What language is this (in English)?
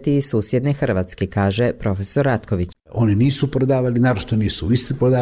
Croatian